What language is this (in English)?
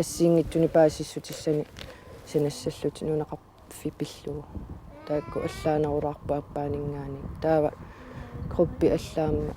Kalaallisut